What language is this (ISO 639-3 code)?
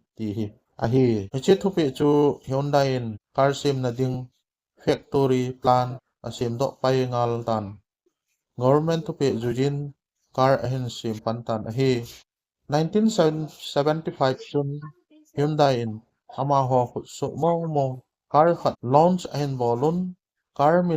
tcz